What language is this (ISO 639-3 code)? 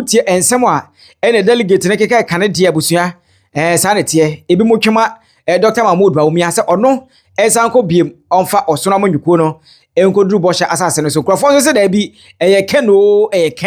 aka